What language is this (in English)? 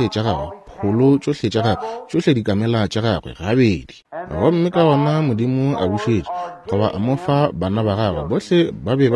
Northern Sotho